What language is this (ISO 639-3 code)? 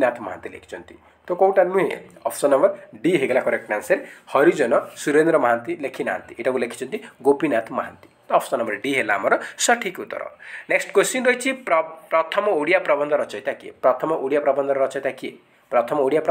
ori